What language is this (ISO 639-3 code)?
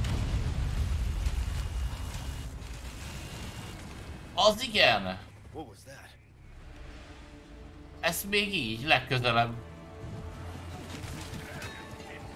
hun